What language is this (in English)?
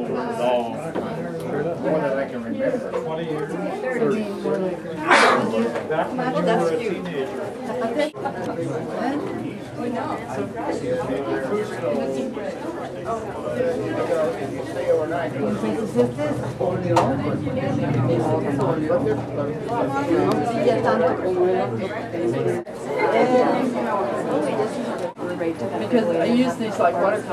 English